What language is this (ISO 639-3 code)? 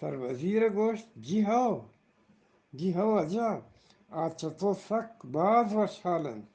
bgp